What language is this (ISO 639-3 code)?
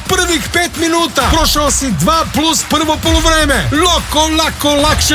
srp